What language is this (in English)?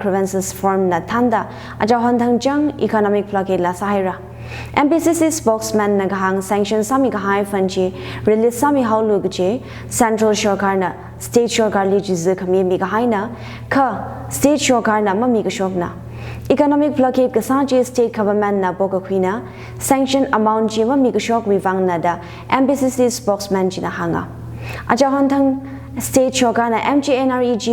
Tangkhul Naga (India)